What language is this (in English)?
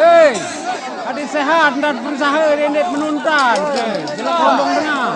Sasak